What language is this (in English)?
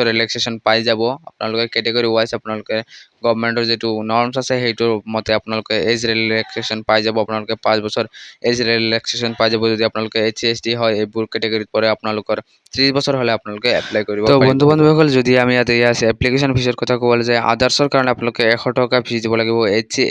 Assamese